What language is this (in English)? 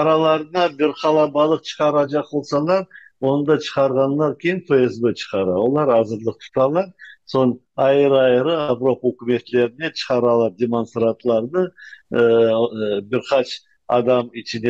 Crimean Tatar